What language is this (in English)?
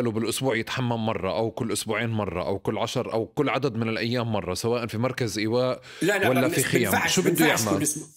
North Levantine Arabic